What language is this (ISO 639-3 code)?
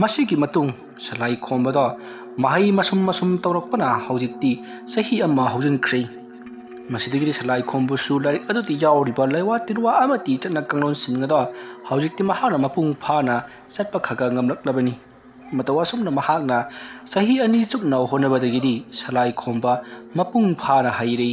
mni